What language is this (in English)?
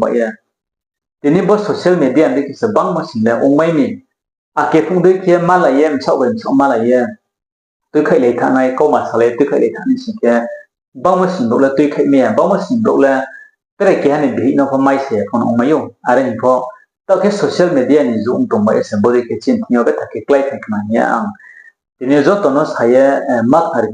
Riang (India)